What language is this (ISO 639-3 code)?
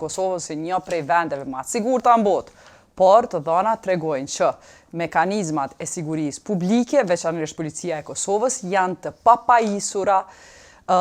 sqi